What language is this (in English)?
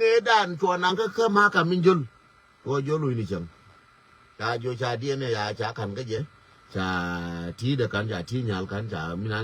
Nuer